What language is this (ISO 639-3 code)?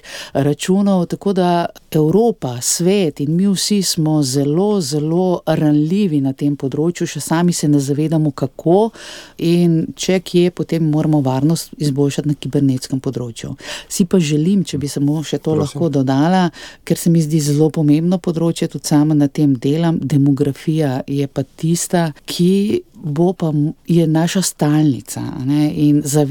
slv